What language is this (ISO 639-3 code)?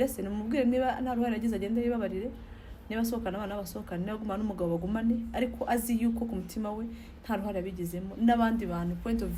kin